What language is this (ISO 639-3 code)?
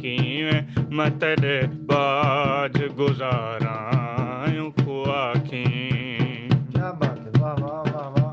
skr